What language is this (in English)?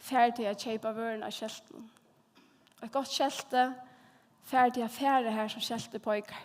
Faroese